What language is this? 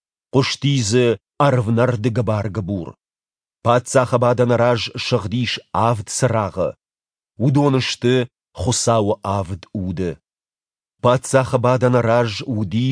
Ossetic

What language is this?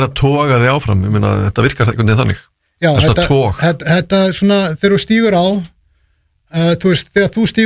Icelandic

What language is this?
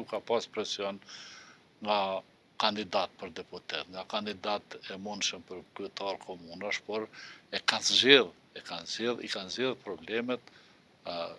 Albanian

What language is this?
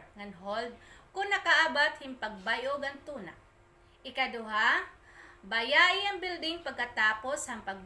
Waray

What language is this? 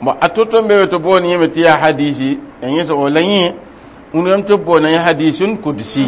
Mossi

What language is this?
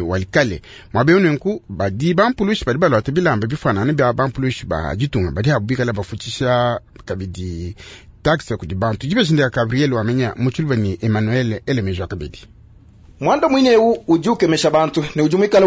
Luba-Lulua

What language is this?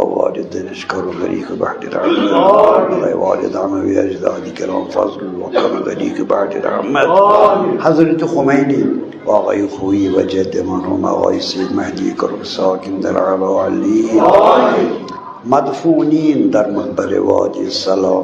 Kashmiri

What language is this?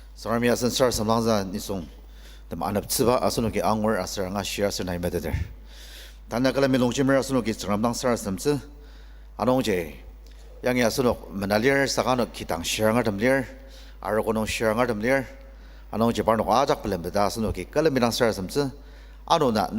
Ao Naga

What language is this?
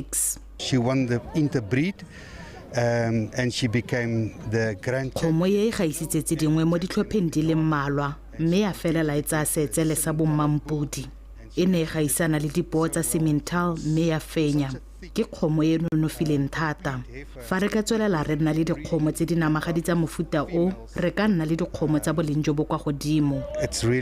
Tswana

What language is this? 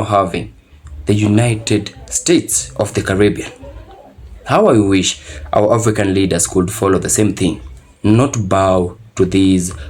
Jamaican Creole English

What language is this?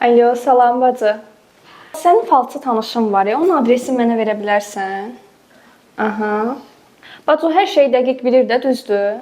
Azerbaijani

